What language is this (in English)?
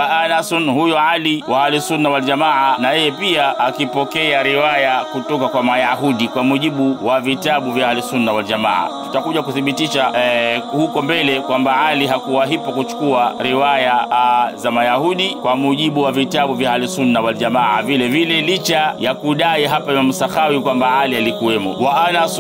Swahili